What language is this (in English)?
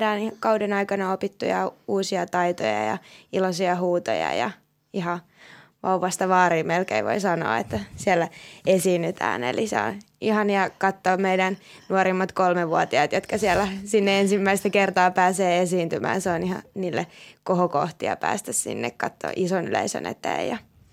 Finnish